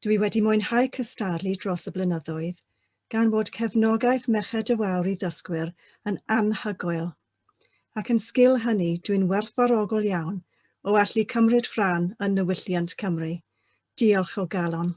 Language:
Welsh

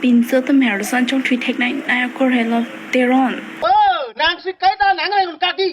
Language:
Karbi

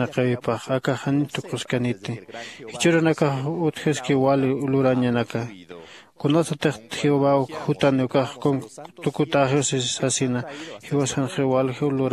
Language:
Aymara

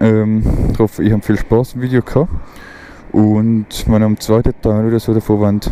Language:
Swiss German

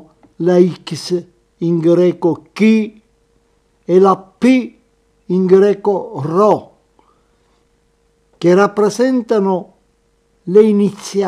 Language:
Italian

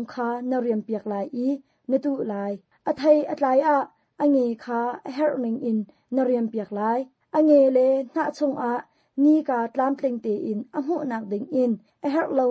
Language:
Hakha Chin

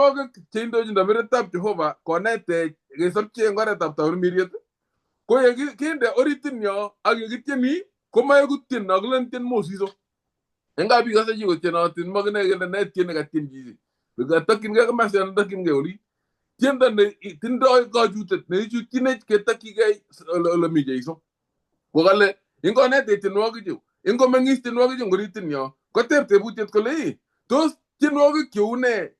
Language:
Kalenjin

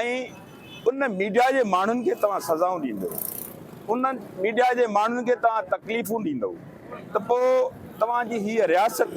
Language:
Sindhi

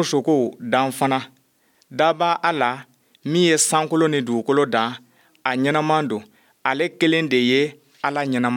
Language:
Bambara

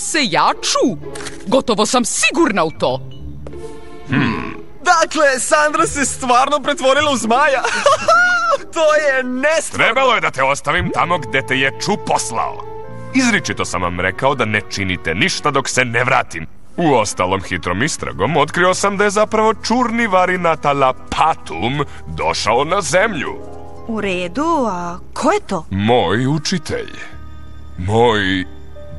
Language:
Serbian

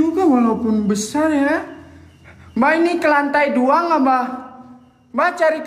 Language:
Indonesian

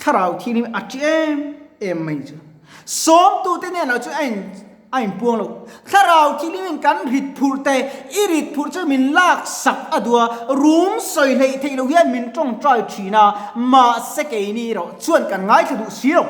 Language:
Mizo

